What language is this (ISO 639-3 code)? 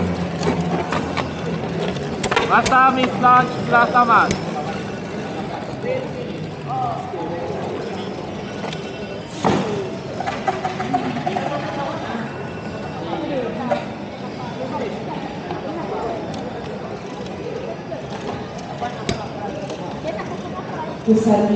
msa